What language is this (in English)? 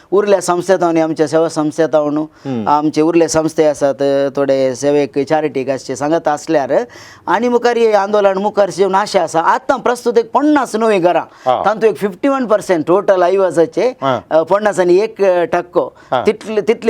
Konkani